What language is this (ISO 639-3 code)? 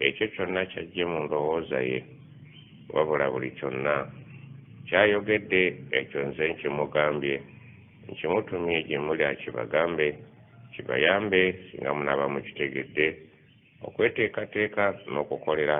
lug